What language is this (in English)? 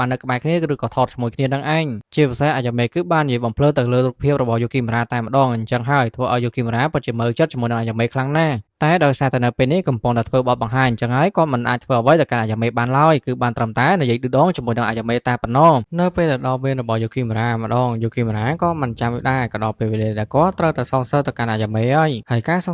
Khmer